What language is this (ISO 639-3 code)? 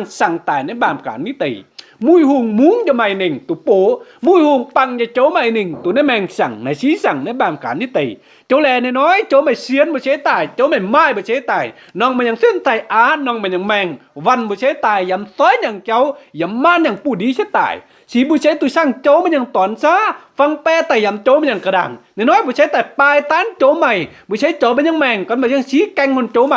mji